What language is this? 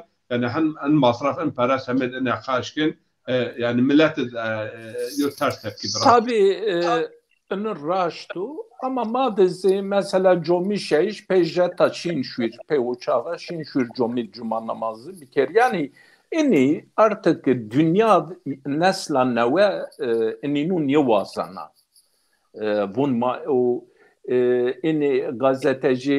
Zaza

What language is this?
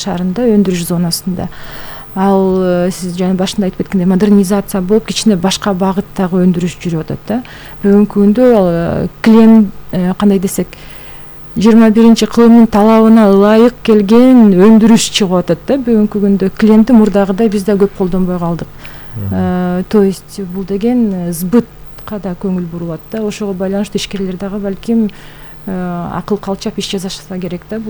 Kyrgyz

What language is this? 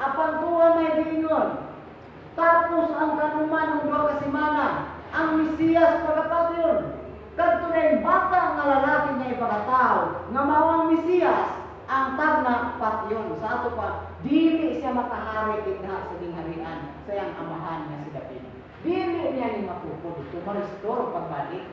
Cebuano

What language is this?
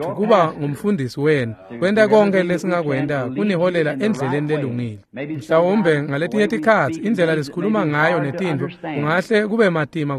Swati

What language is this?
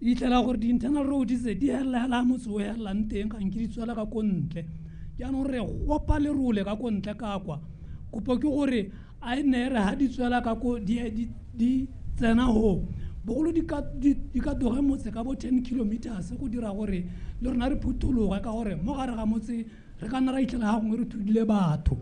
Tswana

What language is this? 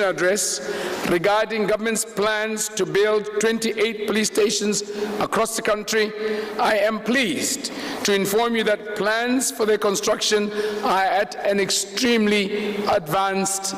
Tswana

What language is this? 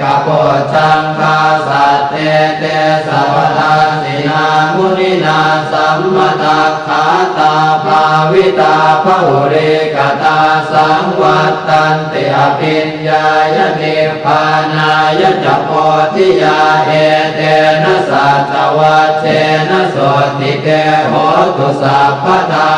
Pali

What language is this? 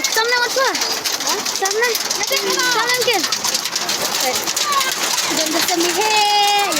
Khasi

